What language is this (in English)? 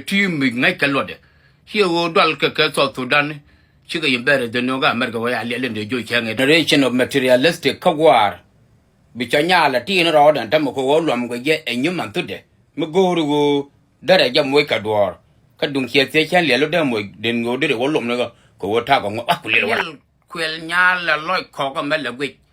Nuer